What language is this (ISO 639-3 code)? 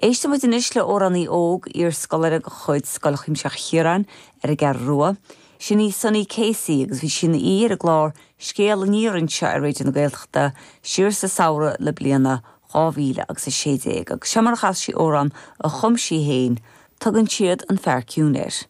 gle